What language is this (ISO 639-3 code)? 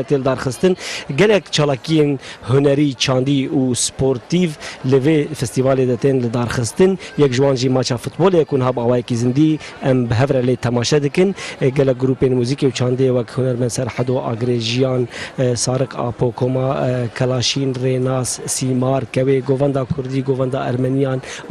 kur